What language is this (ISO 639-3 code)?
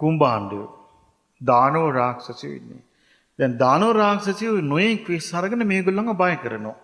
sin